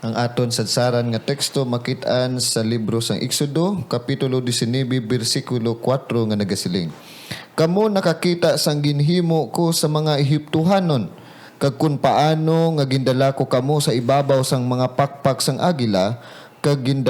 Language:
Hiligaynon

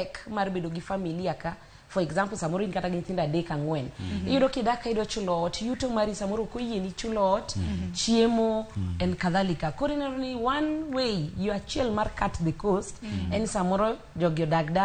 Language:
Luo (Kenya and Tanzania)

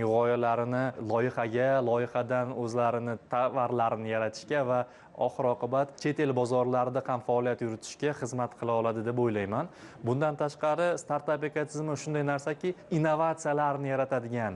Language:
Uzbek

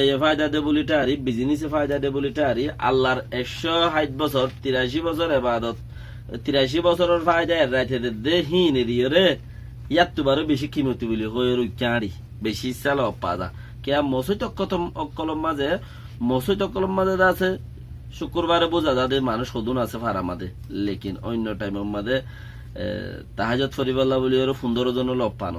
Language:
Rohingya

